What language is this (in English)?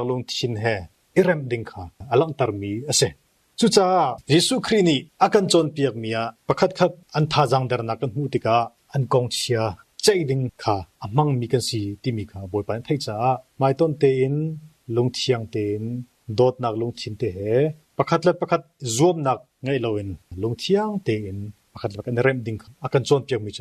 Hakha Chin